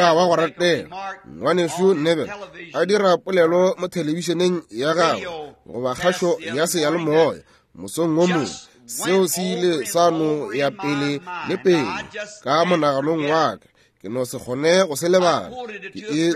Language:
Northern Sotho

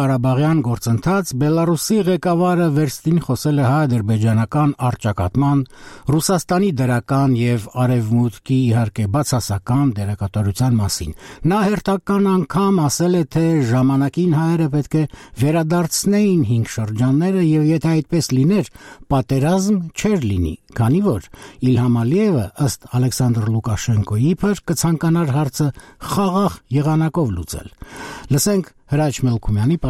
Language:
Armenian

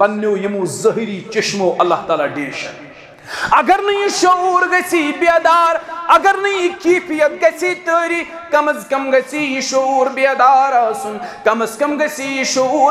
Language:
Kashmiri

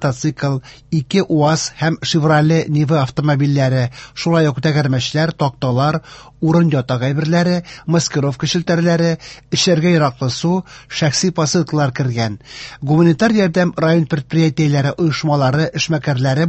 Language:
Tatar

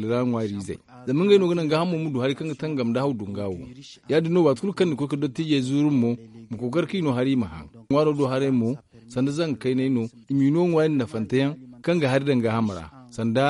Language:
Zarma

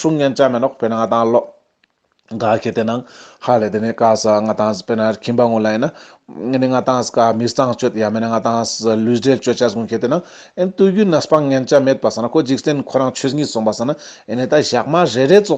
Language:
Ladakhi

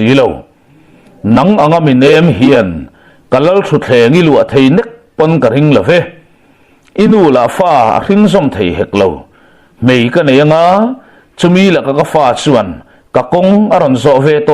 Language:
Mizo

